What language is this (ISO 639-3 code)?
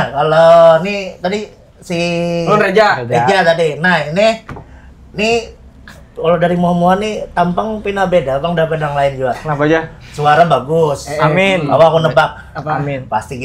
bjn